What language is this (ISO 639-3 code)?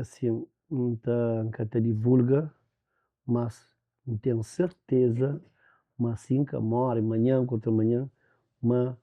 kea